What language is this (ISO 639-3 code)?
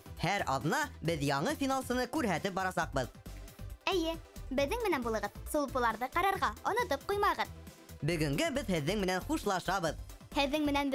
bak